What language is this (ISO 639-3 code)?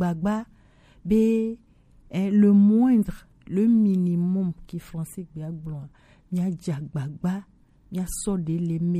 gej